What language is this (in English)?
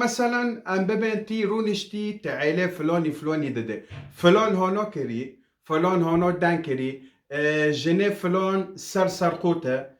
Kurdish